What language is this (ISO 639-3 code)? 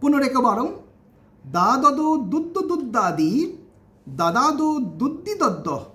san